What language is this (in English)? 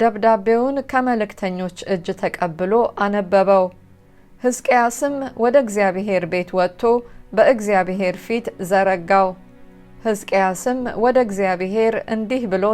Amharic